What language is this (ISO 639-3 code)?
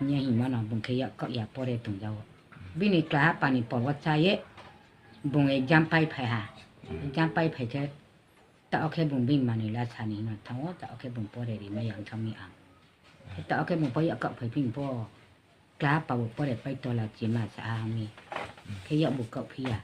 ria